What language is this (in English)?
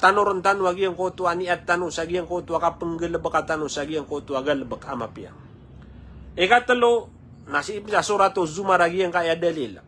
Maranao